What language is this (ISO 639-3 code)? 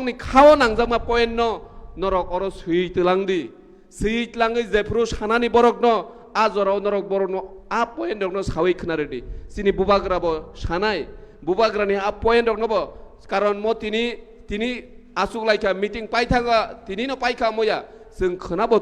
trp